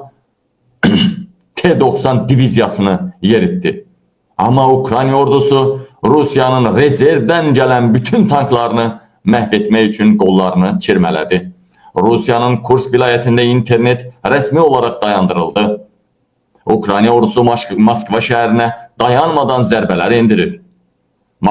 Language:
Azerbaijani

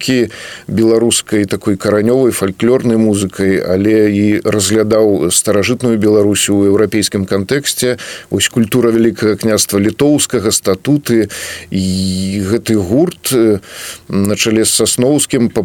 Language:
Belarusian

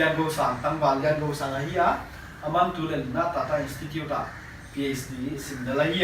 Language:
Paite Chin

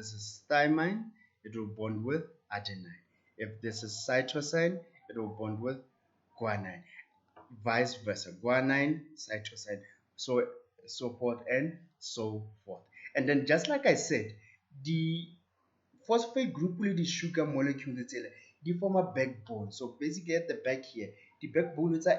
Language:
Tswana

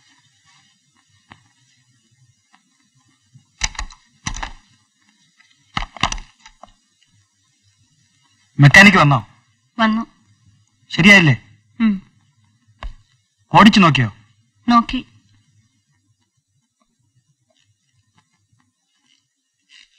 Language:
Malayalam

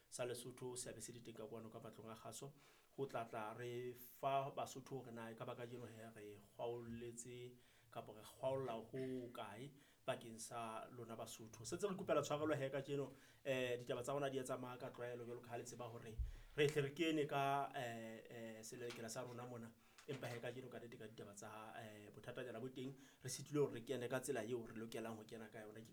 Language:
Southern Sotho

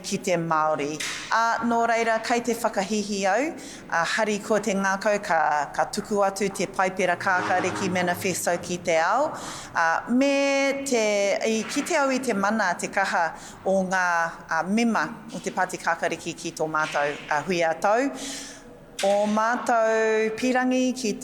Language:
Māori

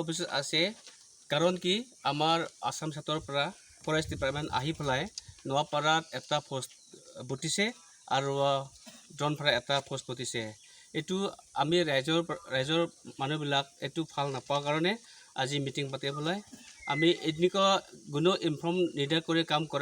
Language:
Khasi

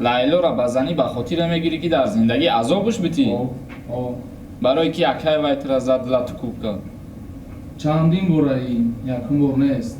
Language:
Tajik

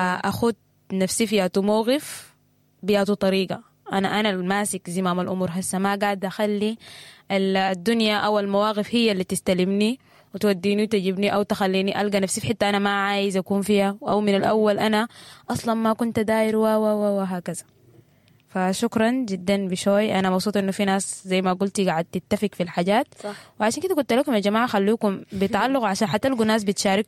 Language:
Sudanese Arabic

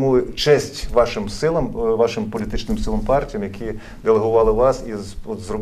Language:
Ukrainian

